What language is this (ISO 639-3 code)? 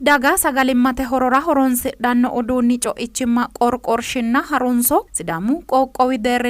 sid